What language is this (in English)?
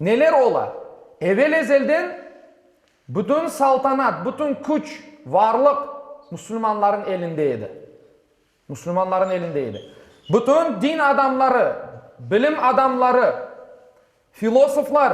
Crimean Tatar